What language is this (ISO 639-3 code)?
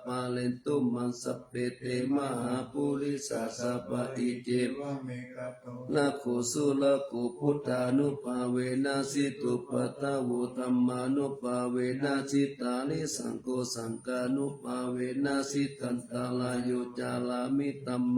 pli